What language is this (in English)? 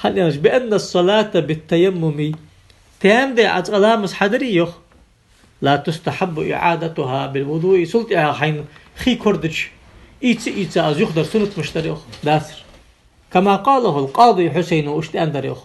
Ingush